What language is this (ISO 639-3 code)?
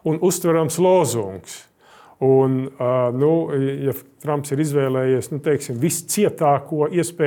lav